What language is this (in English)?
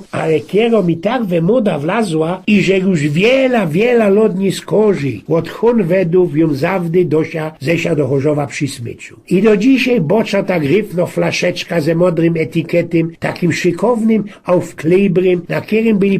Silesian